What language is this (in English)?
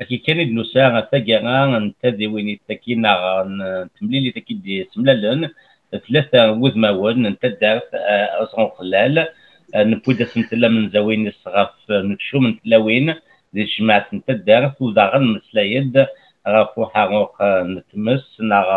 Kabyle